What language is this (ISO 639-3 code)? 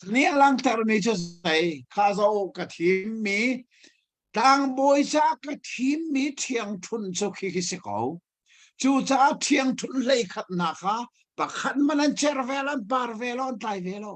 cnh